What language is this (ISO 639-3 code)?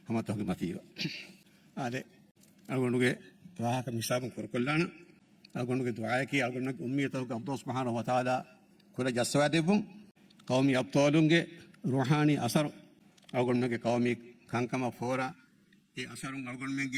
div